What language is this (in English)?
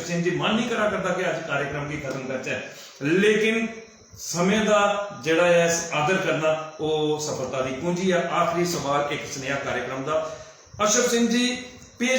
Dogri